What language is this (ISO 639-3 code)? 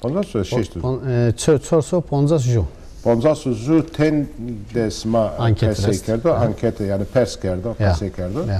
zza